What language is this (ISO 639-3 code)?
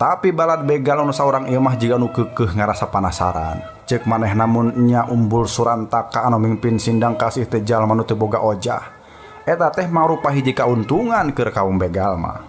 sun